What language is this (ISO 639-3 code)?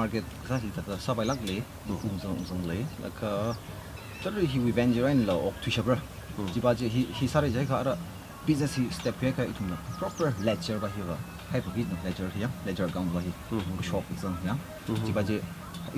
nmf